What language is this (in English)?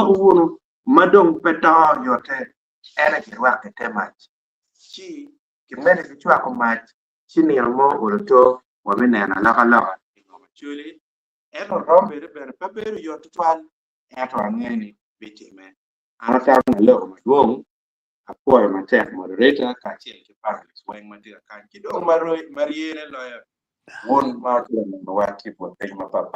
Acoli